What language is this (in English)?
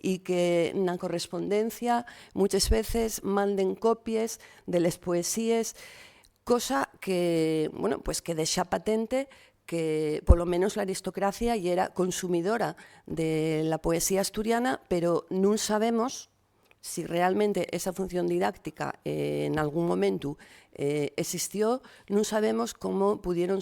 Asturian